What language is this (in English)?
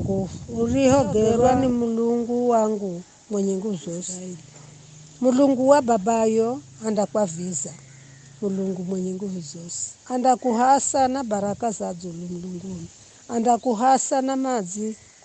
Giryama